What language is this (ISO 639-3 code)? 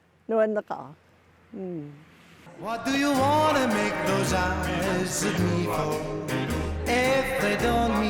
kal